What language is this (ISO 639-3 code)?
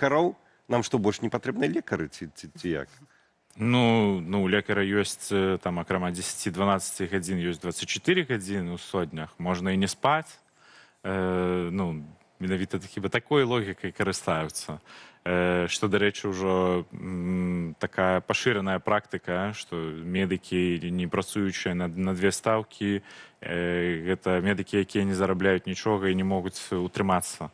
bel